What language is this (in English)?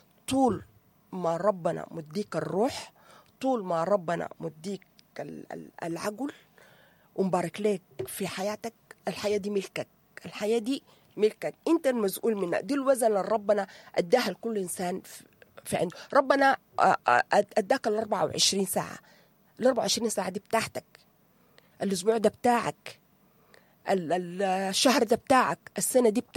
Sudanese Arabic